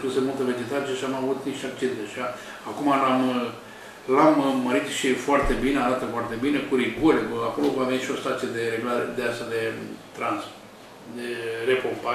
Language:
Romanian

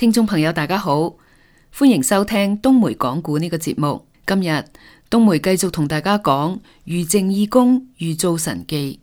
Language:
Cantonese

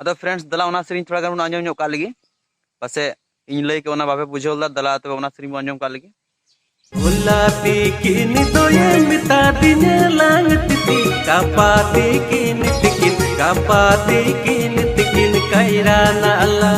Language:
Santali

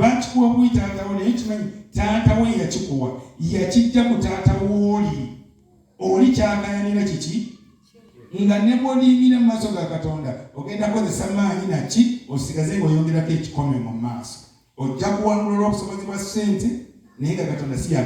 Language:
Ganda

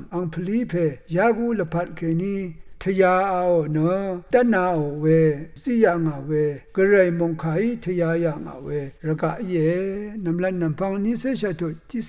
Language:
Rawang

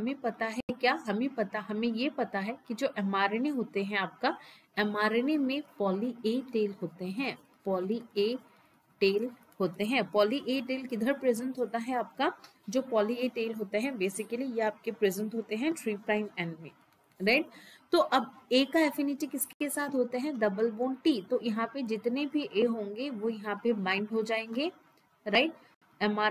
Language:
Hindi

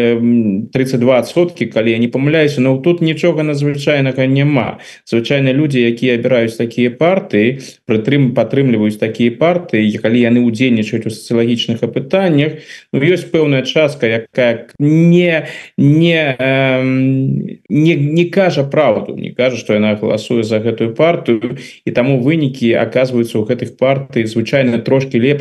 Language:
Belarusian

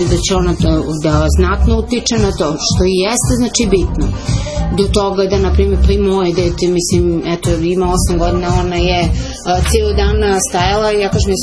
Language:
Serbian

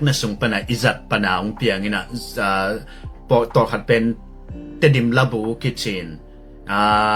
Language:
Tedim Chin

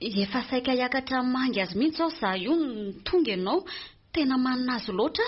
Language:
Malagasy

